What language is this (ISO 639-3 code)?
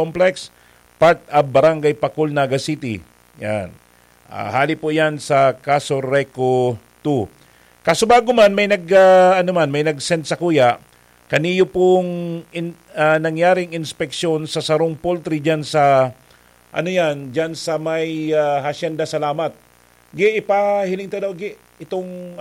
bik